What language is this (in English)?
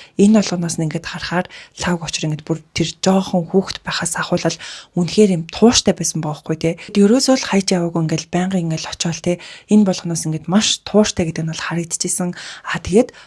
Mongolian